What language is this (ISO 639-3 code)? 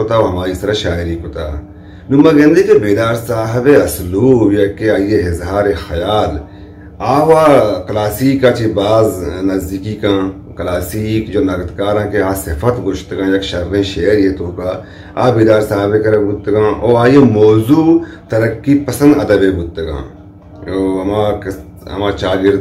bgp